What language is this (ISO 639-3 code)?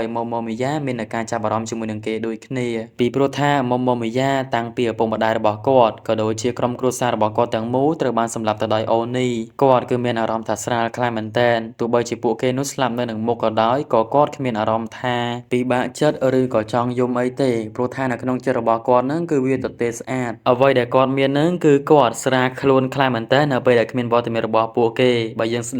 khm